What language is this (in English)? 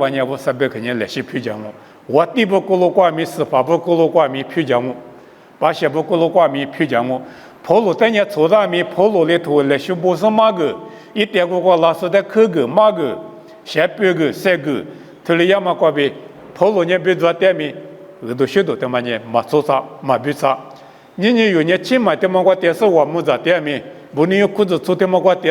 Lisu